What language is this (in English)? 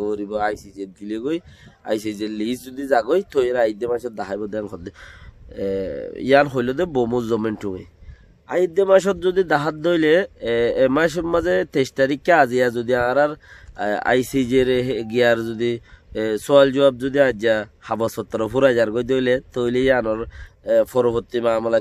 Rohingya